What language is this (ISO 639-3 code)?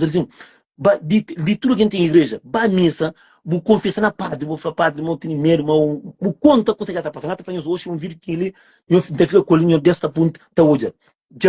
kea